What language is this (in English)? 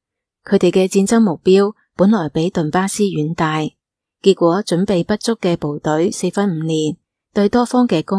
Cantonese